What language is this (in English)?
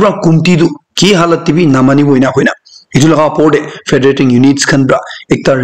Naga Pidgin